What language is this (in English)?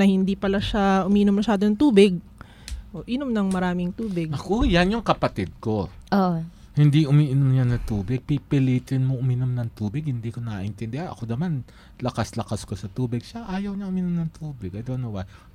Filipino